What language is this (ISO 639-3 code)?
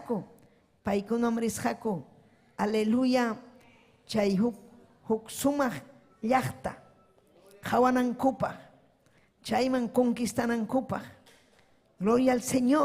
quy